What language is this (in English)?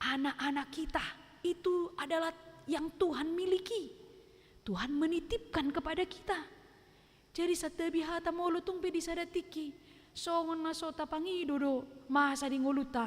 Batak Toba